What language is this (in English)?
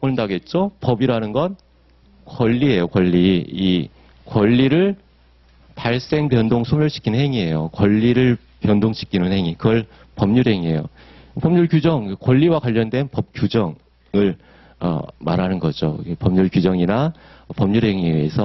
Korean